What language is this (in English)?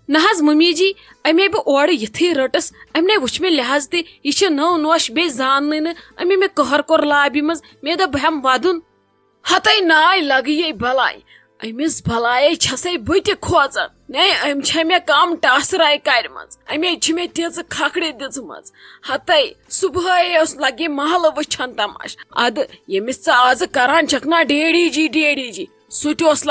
Kashmiri